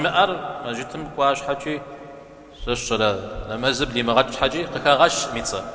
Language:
Kabardian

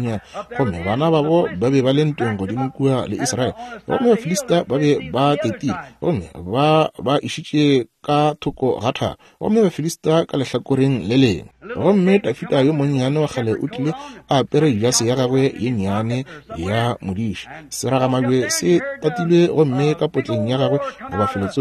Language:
Northern Sotho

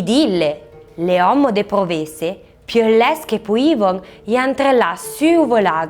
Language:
Arpitan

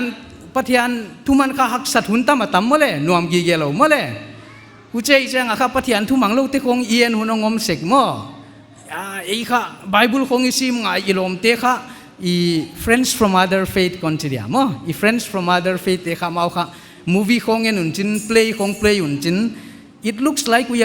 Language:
Paite Chin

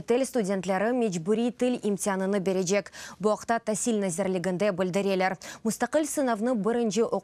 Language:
Crimean Tatar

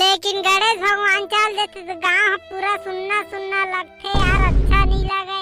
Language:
Chhattisgarhi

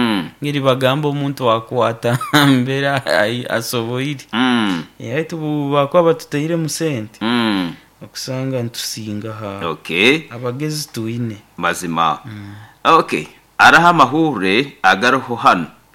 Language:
Nyoro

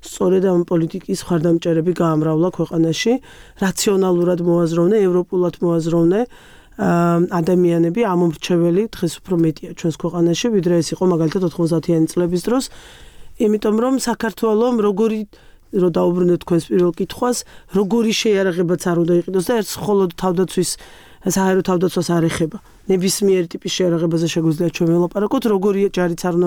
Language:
Georgian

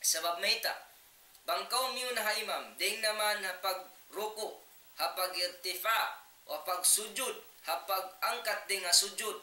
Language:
Tausug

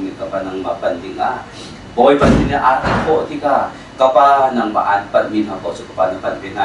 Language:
Hakha Chin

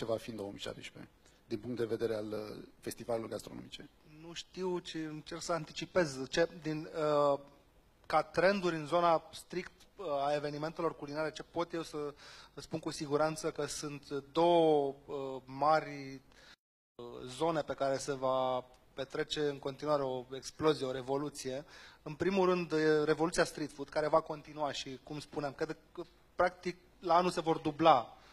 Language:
Romanian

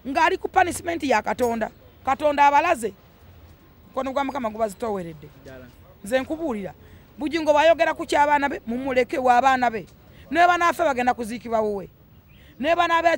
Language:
Ganda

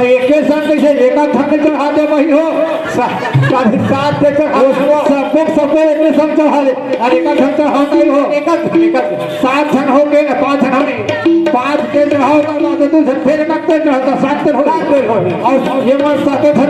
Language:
Chhattisgarhi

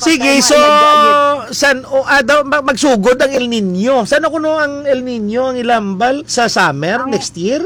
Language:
Hiligaynon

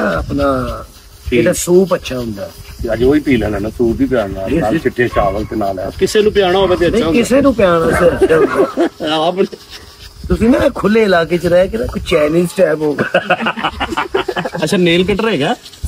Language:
Punjabi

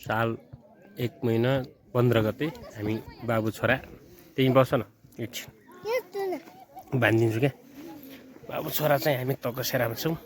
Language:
Nepali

